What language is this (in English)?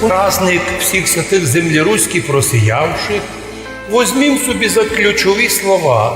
Rusyn